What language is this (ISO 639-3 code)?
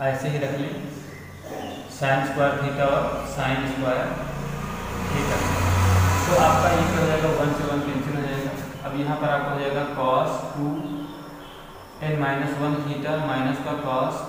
hin